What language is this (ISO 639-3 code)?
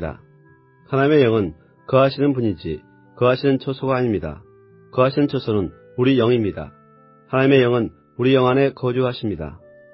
kor